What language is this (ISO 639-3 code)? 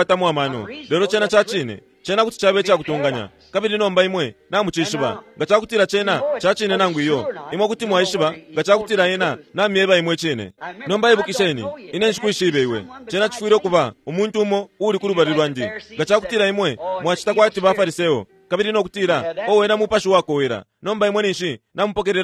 bem